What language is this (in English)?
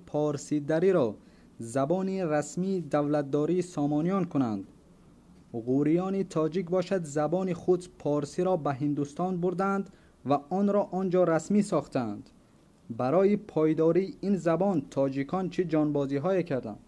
Tajik